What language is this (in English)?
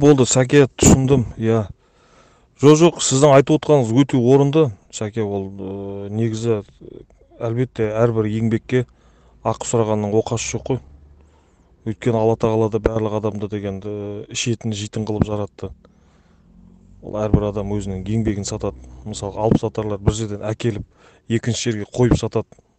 Kazakh